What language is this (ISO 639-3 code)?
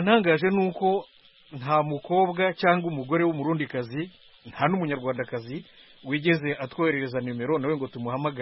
kin